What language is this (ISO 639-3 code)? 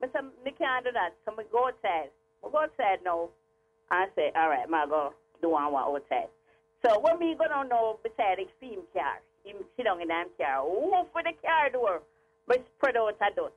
jam